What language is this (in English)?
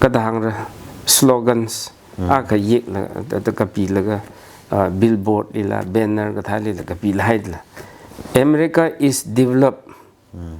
Tangkhul Naga (India)